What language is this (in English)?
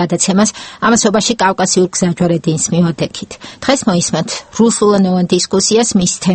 Georgian